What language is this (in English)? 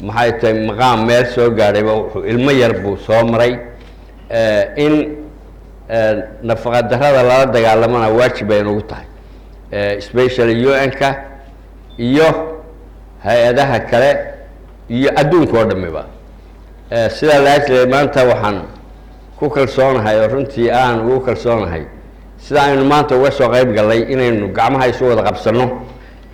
Somali